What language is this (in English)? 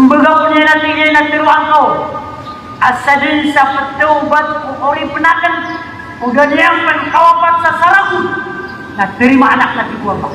Maranao